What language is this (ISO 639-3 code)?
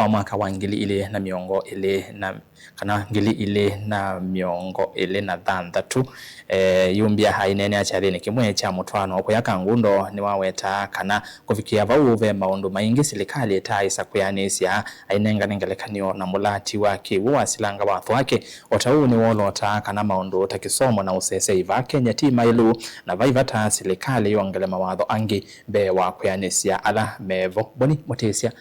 kam